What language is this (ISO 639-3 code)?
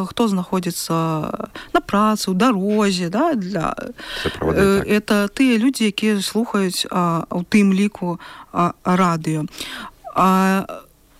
bel